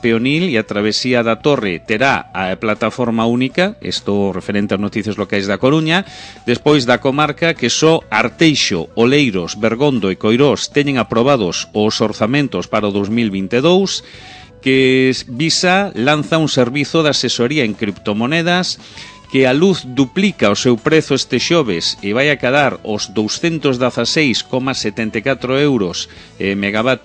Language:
Galician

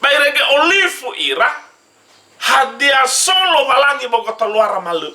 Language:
Nias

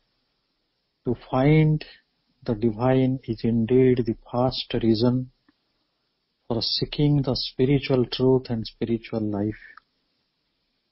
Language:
Odia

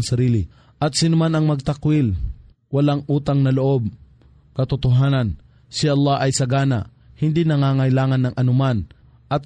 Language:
Filipino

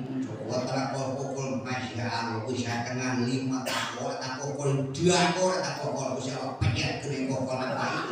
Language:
Sundanese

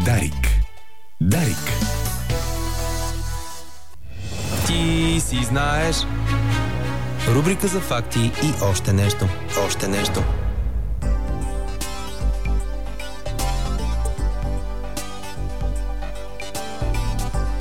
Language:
Bulgarian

